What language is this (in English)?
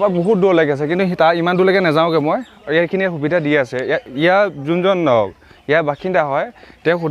Assamese